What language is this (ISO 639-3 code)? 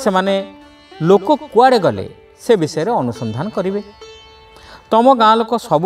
ori